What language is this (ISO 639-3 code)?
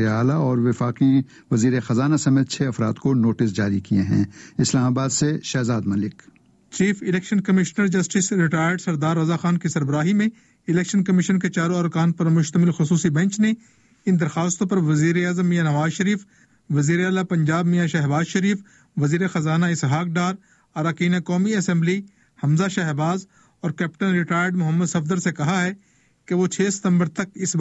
urd